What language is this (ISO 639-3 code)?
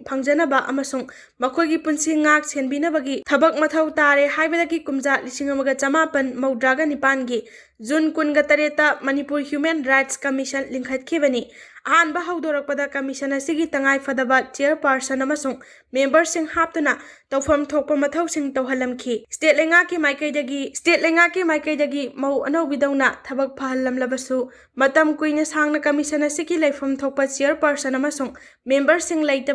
mni